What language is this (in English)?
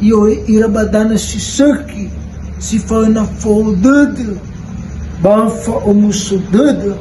Nias